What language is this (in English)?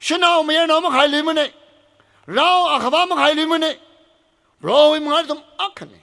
Tangkhul Naga (India)